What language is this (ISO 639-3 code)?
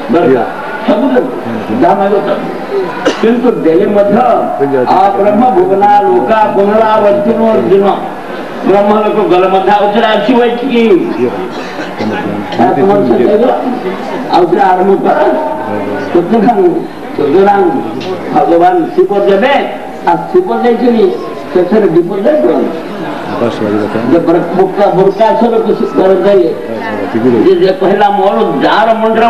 ori